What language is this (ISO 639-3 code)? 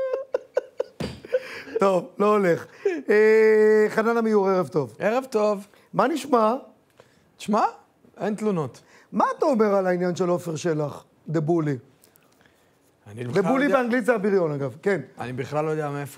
heb